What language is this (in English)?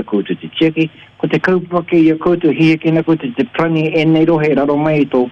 Māori